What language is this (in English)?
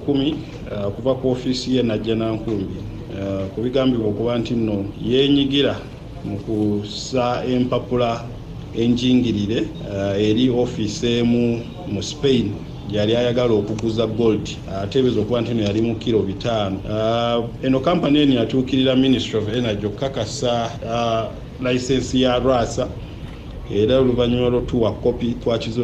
Ganda